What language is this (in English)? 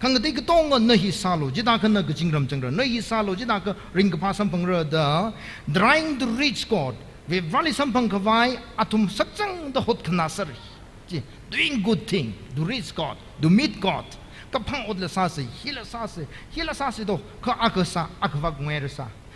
Tangkhul Naga (India)